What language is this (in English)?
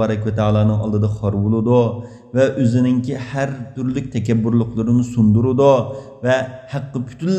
Uyghur